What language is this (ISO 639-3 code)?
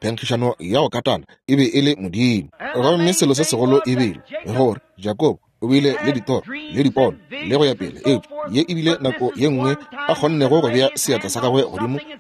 nso